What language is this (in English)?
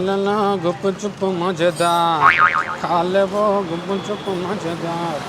Chhattisgarhi